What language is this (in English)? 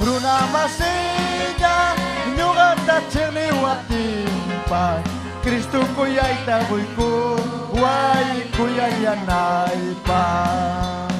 Ayacucho Quechua